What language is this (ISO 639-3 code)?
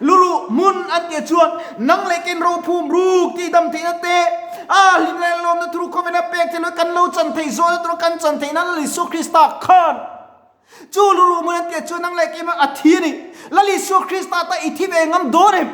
lus